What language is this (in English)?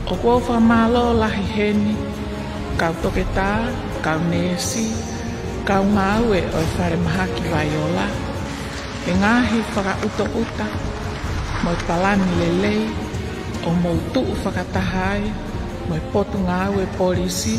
Tongan